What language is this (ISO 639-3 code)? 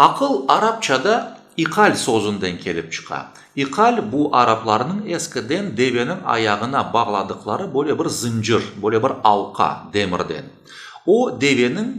crh